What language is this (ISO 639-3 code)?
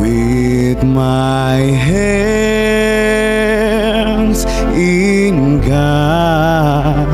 bts